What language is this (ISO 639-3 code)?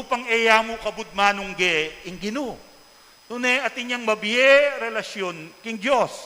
pam